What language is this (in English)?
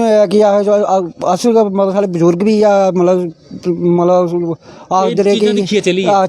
Dogri